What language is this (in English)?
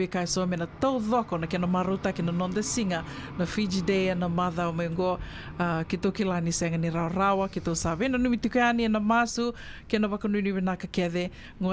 Fijian